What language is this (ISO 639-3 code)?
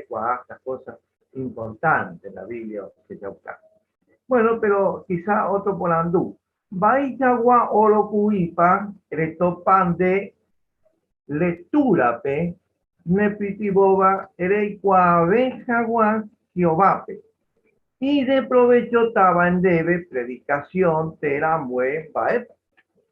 grn